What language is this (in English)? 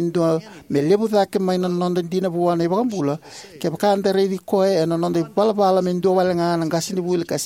Fijian